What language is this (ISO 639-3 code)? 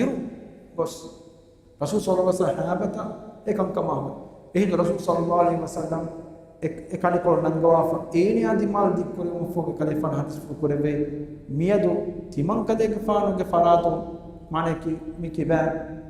div